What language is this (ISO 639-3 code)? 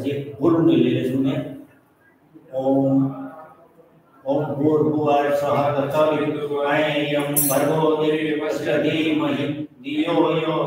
guj